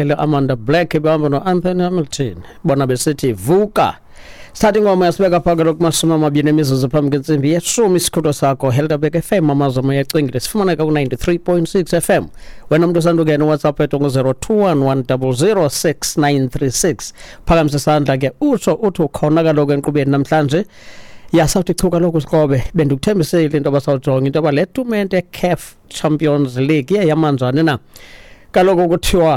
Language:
Xhosa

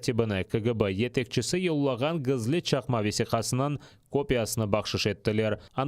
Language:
Crimean Tatar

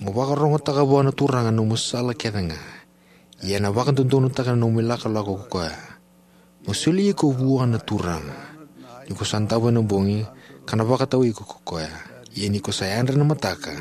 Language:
Fijian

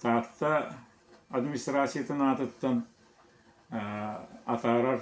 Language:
Yakut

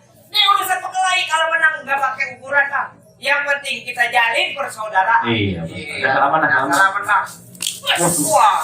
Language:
Betawi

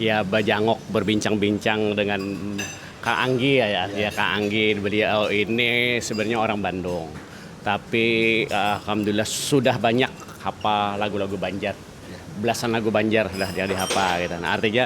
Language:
Banjar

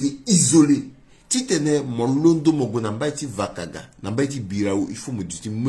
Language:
Sango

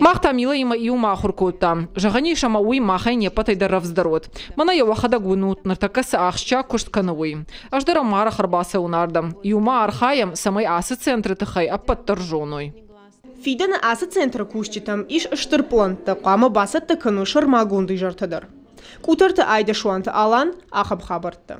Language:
Ossetic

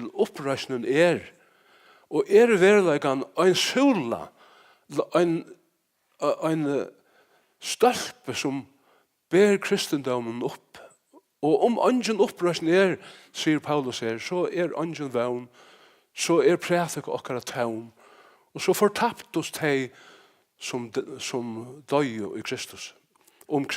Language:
Faroese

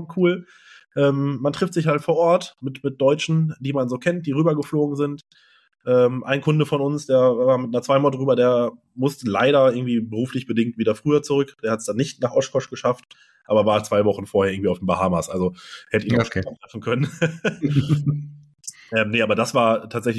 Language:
German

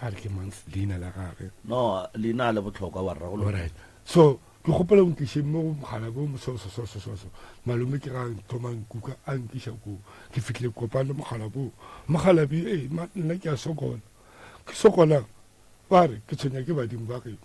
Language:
Northern Sotho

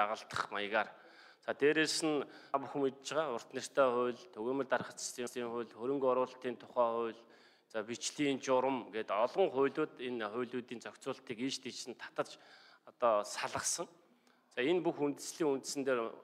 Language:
Mongolian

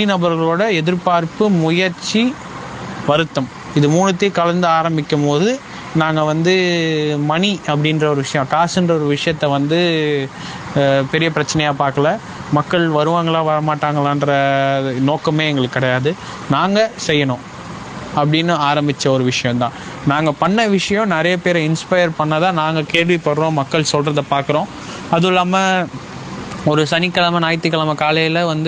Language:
Tamil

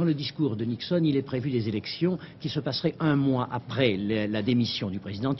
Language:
French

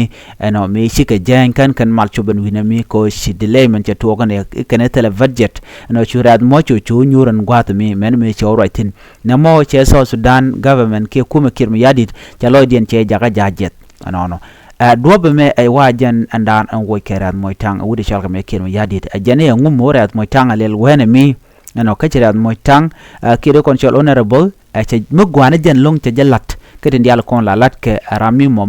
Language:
Nuer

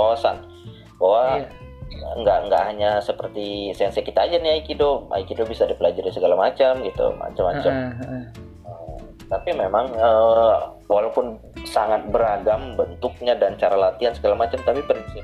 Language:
Indonesian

